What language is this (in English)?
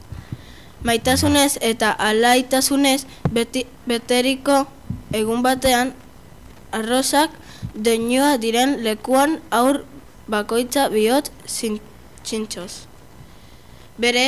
Basque